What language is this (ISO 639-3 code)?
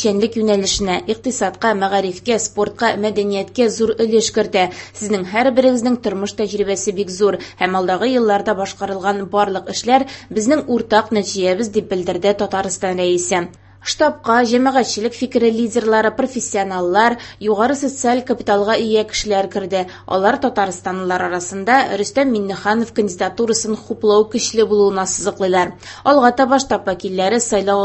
tat